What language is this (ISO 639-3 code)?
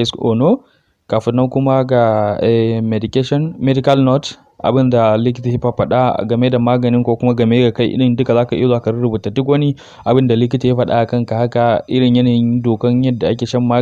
hau